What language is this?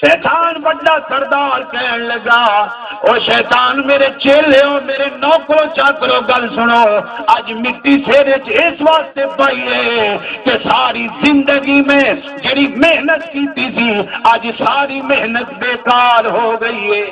Saraiki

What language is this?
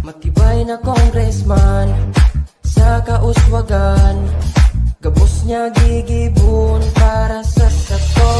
Bikol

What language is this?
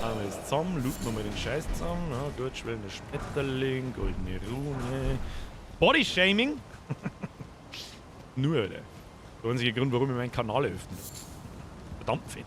Bavarian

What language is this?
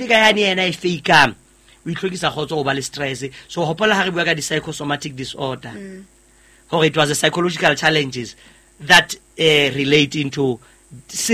Southern Sotho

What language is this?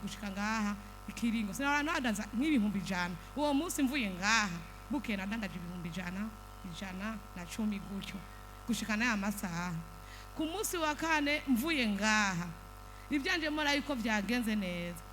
Rundi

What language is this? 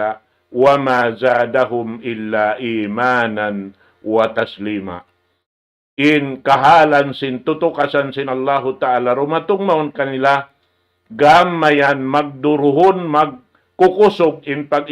Tausug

